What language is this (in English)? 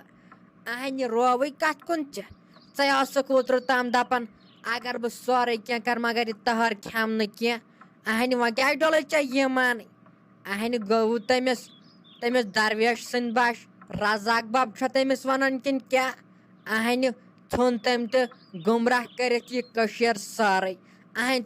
Kashmiri